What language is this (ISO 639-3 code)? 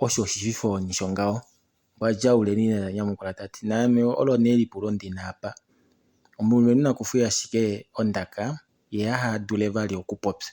kua